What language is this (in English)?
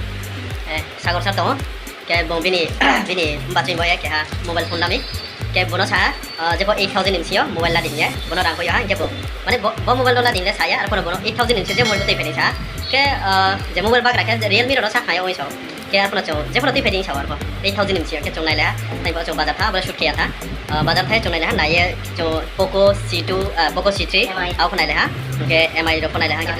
Riang (India)